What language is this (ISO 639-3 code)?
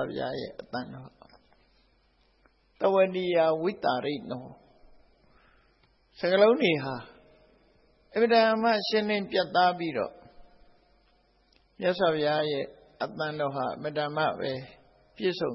mya